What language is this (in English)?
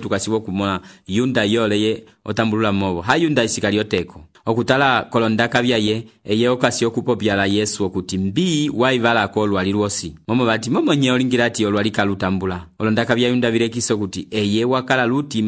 Umbundu